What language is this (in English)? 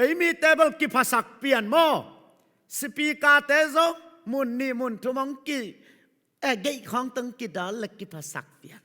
Tedim Chin